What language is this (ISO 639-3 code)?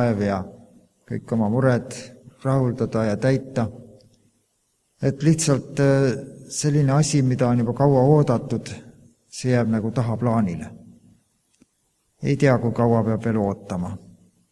est